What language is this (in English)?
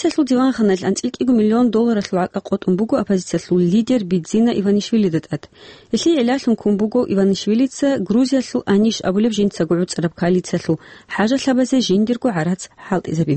Avaric